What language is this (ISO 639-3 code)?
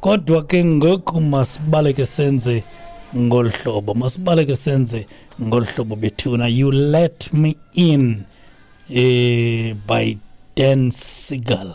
xho